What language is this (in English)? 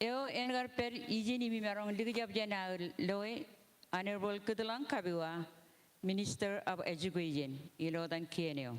Marshallese